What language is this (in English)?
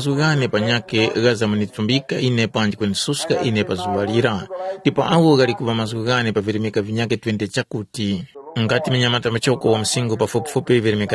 Tumbuka